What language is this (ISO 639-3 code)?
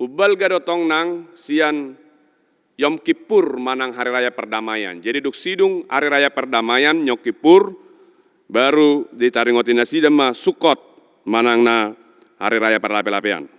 bbc